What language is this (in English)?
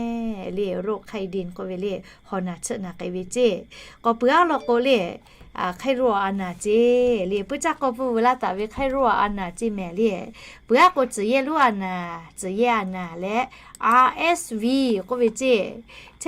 Lahu